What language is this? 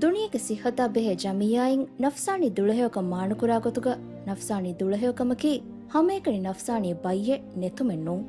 Divehi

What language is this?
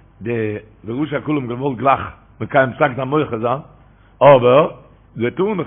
Yiddish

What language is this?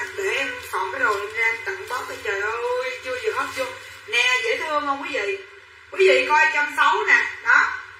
Vietnamese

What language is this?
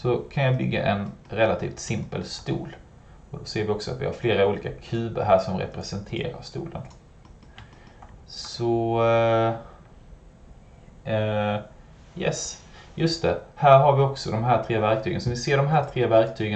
Swedish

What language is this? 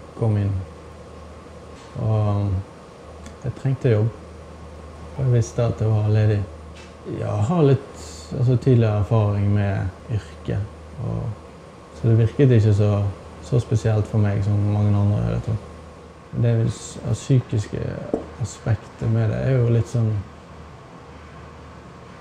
Norwegian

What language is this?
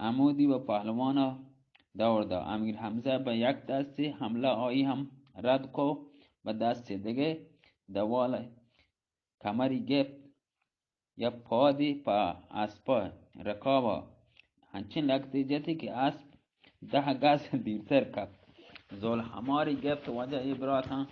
Baluchi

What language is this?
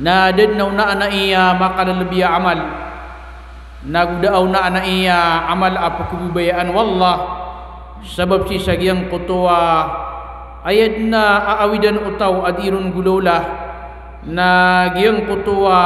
Maranao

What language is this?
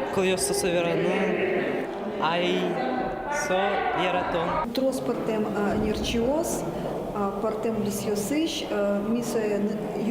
Udmurt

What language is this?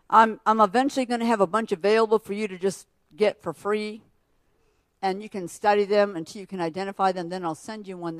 English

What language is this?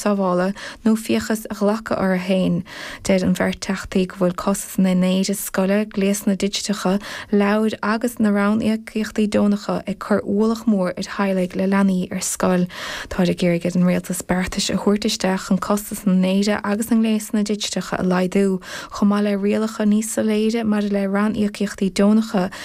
Irish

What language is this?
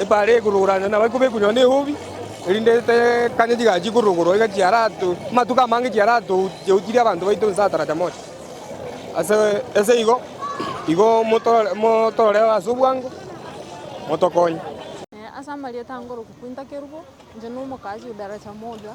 Gusii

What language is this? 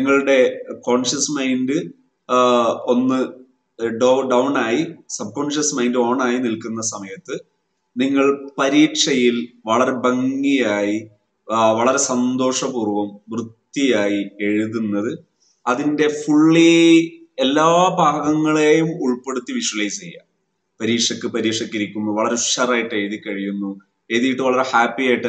Malayalam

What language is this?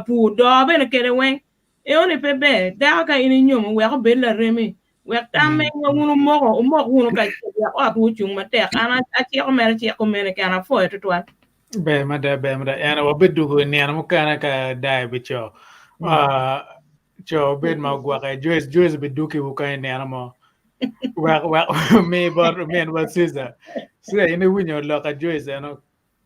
Acoli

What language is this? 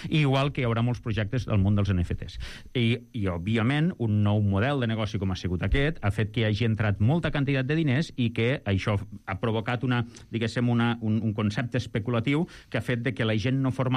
Catalan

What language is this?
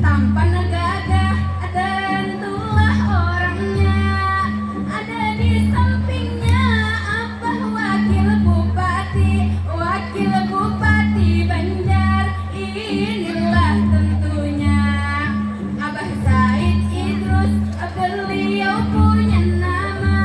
Banjar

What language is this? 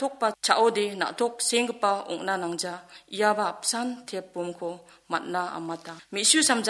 Garo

